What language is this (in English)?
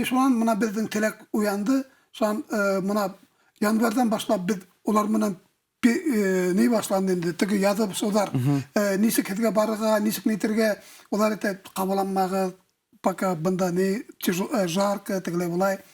Bashkir